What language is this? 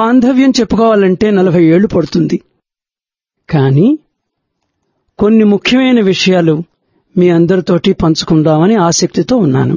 Telugu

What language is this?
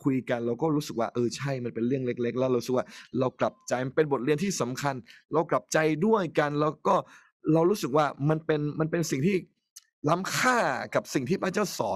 Thai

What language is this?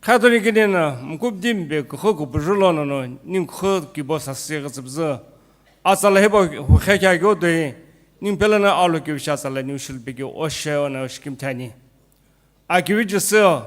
Sumi Naga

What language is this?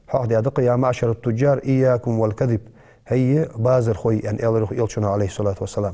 Ingush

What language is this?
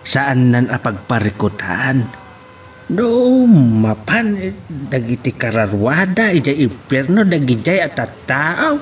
Iloko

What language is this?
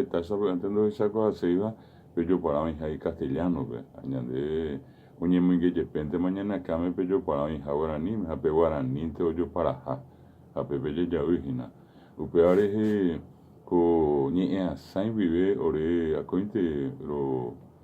Guarani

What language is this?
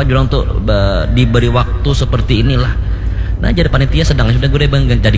Banjar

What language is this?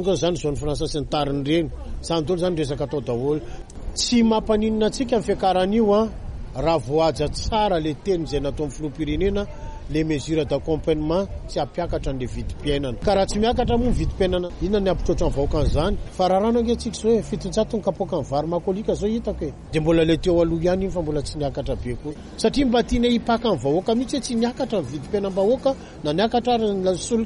Malagasy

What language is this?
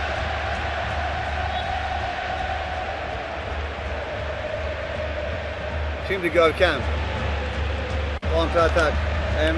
Turkish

